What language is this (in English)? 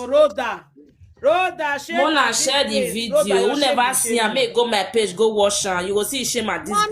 Nigerian Pidgin